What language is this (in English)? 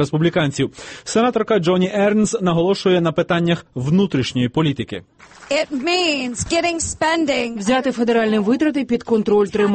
Ukrainian